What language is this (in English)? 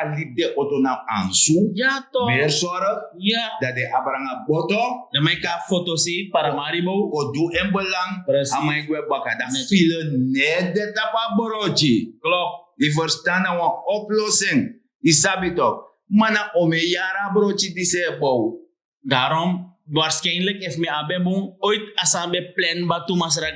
Sranan Tongo